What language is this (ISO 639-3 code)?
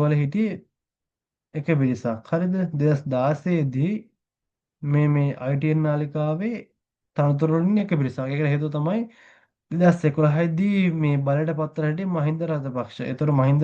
sin